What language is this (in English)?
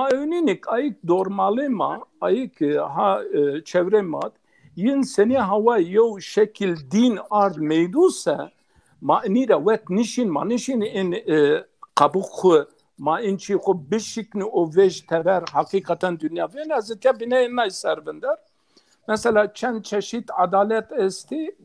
Zaza